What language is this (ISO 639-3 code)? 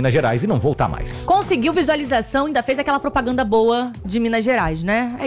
por